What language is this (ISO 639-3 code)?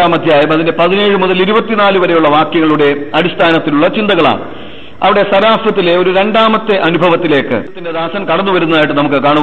mal